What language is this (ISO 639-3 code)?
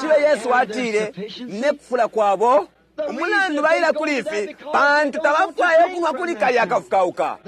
bem